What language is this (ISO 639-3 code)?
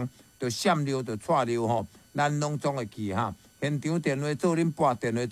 nan